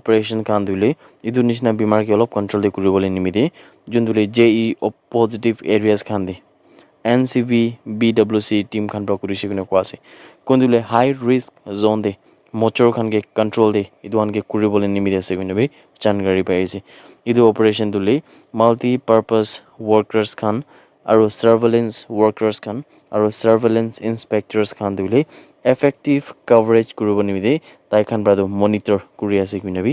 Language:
Naga Pidgin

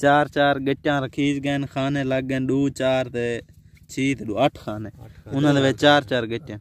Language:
Saraiki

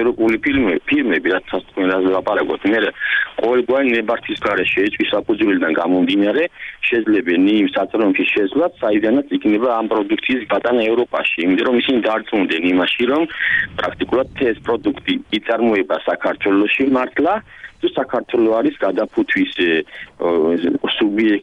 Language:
Georgian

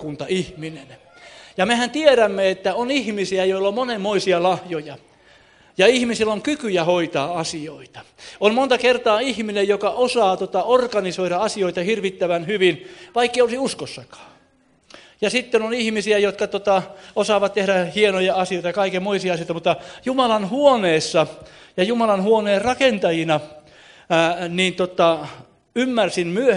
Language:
Finnish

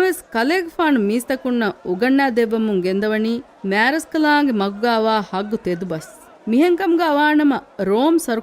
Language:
Divehi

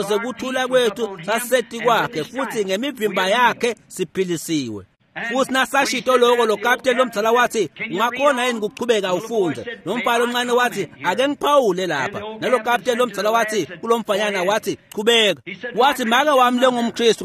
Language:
Swati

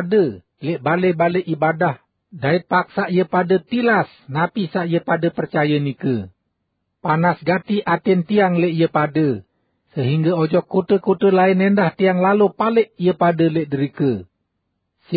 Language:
Sasak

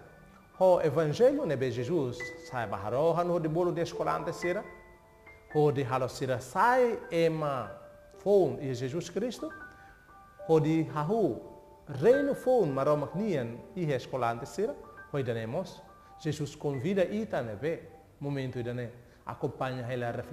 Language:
Tetum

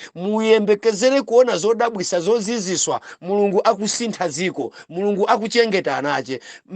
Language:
Nyanja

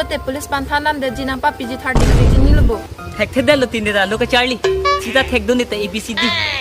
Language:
Karbi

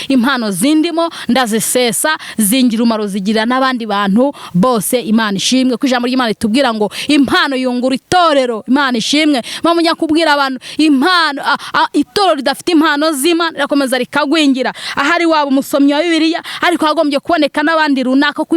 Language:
Kinyarwanda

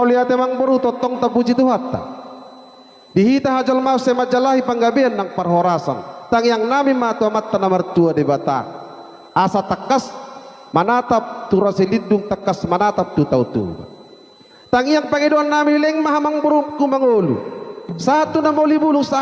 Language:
Batak Toba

